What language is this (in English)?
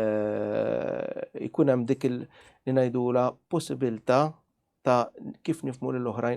Maltese